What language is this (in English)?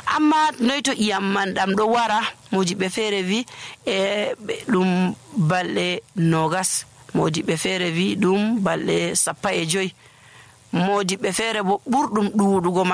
Nigerian Fulfulde